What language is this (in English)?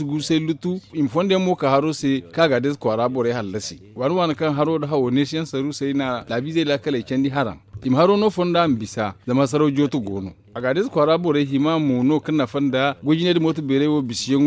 Zarma